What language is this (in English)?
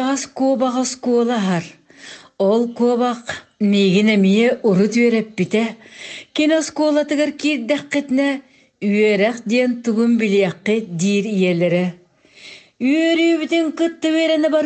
Yakut